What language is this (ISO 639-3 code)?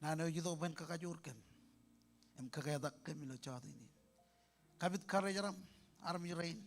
mah